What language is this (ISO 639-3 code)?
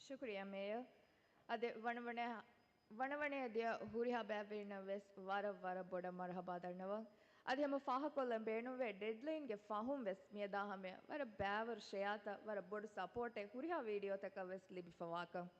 div